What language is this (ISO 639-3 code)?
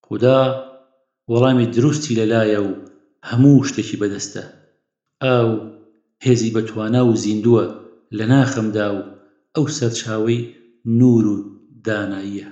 ckb